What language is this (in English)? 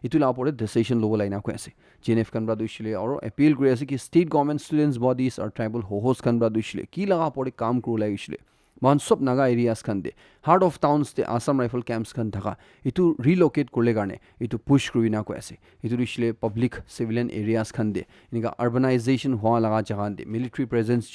Naga Pidgin